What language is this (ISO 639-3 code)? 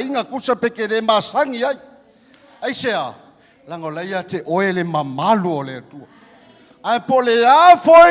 smo